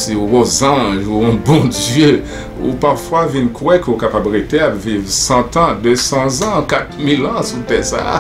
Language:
Haitian Creole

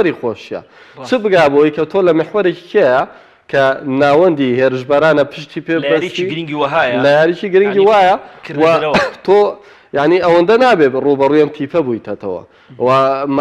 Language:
Central Kurdish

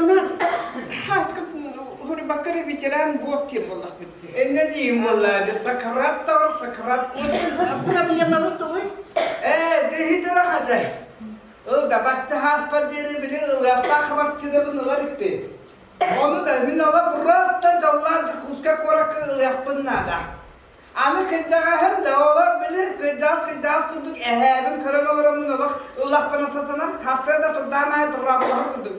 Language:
Yakut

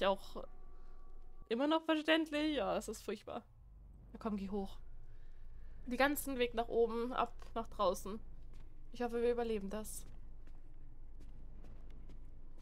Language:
German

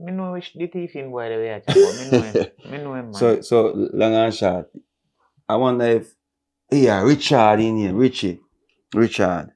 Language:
Jamaican Creole English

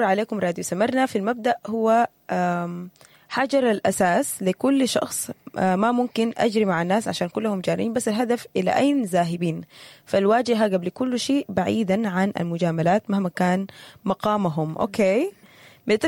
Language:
Sudanese Arabic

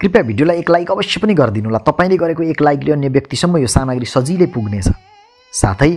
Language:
Nepali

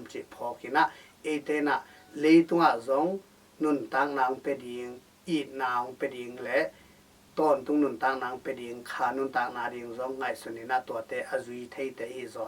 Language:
Tedim Chin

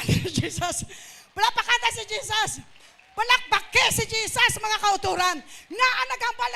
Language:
Hiligaynon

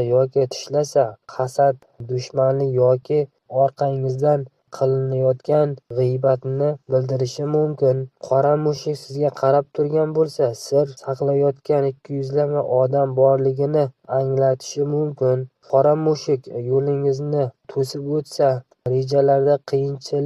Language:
Uzbek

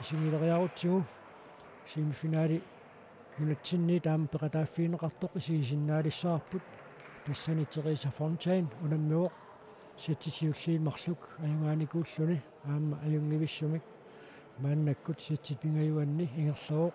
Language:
Kalaallisut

